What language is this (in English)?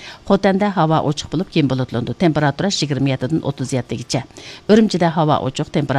Uyghur